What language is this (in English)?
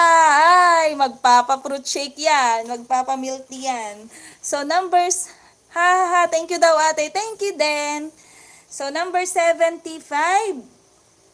Filipino